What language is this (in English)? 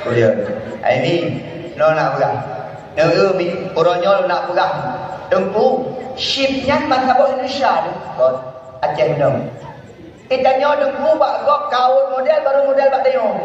Achinese